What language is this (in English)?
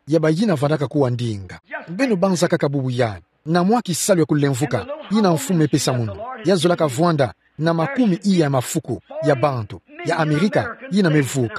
Kituba (Democratic Republic of Congo)